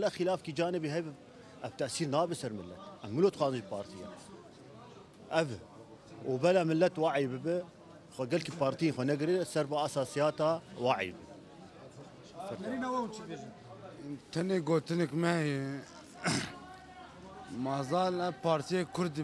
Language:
Kurdish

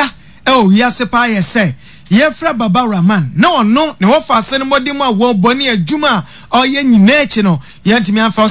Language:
Akan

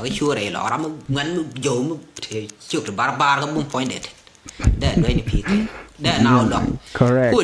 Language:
Nuer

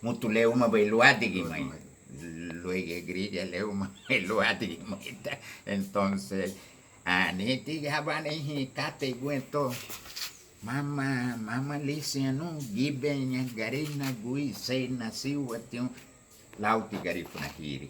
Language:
Garifuna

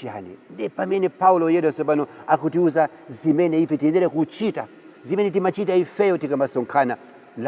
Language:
Nyanja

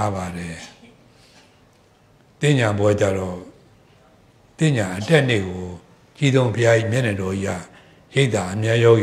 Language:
Burmese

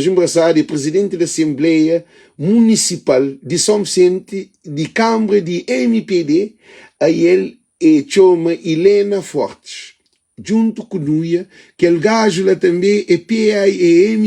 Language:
Kabuverdianu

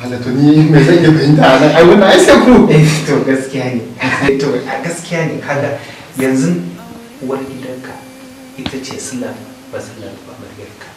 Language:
Hausa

